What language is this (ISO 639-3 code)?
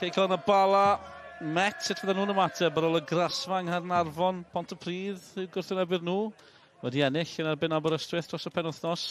cym